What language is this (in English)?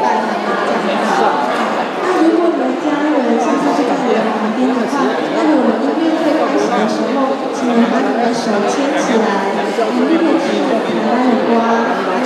Chinese